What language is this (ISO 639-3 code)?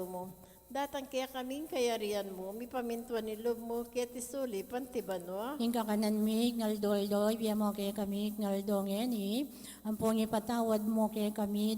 pam